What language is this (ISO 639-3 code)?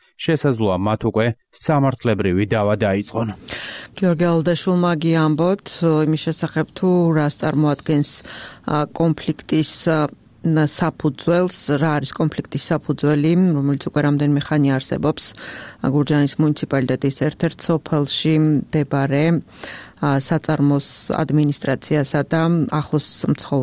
kat